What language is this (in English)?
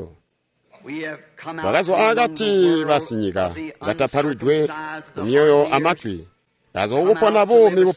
Tonga (Zambia)